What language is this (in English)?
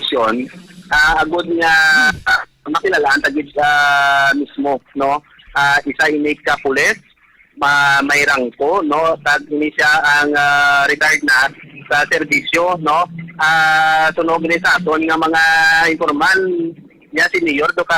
Hiligaynon